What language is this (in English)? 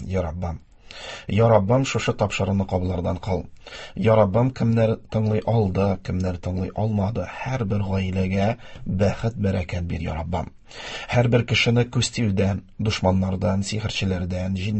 Tatar